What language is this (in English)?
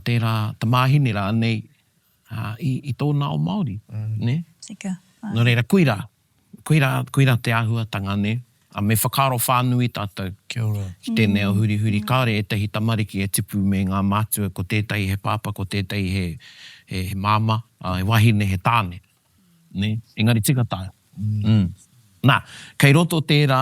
Māori